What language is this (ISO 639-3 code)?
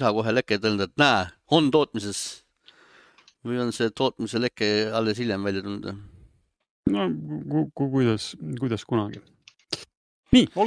est